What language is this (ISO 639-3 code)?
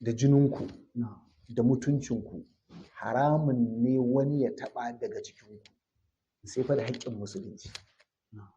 hau